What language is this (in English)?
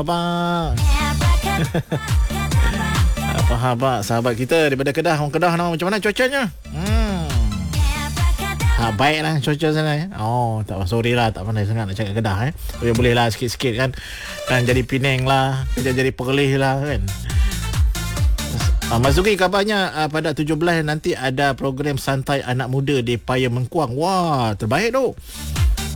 Malay